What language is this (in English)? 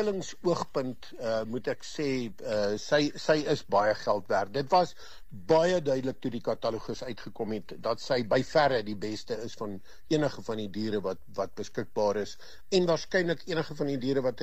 Afrikaans